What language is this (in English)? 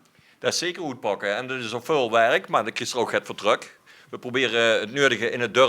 Limburgish